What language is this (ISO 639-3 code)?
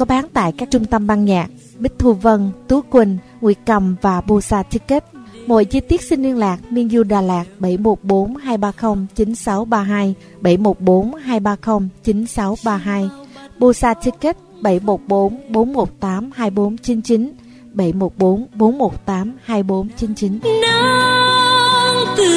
vie